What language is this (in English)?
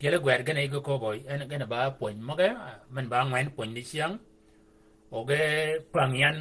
Shilluk